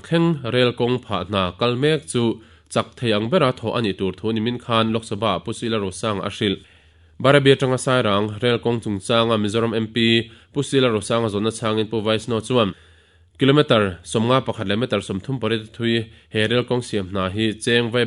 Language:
Mizo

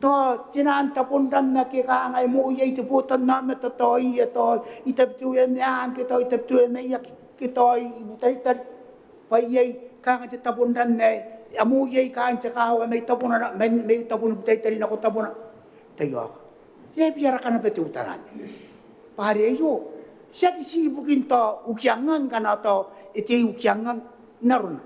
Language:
Gilbertese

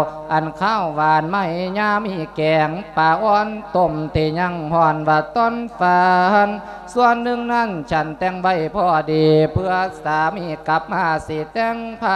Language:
Lao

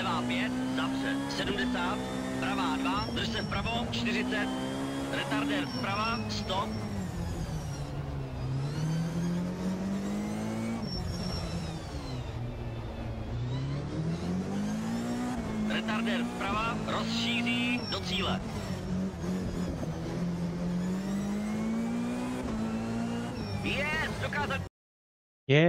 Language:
Czech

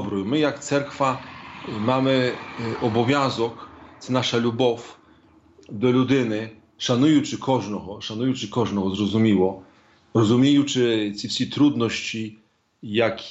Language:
Ukrainian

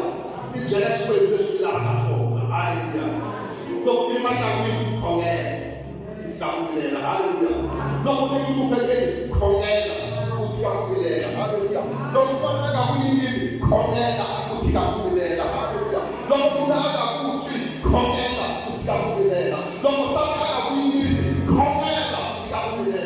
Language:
Tsonga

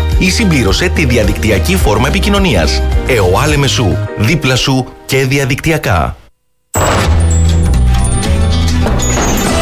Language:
Greek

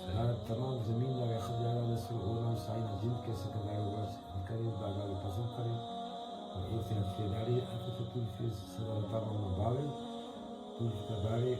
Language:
Brahui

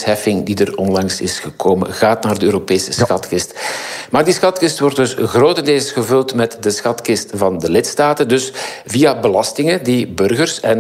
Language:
Dutch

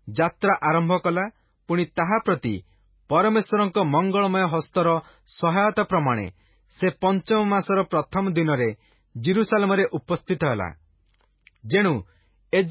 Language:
Odia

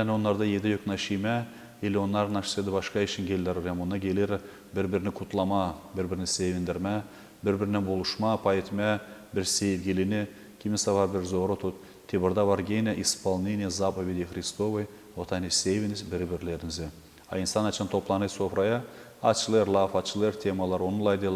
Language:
Gagauz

